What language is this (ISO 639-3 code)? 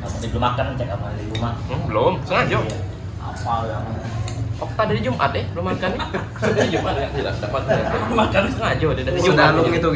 mui